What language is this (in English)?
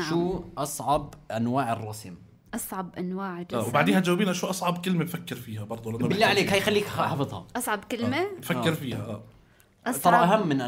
North Levantine Arabic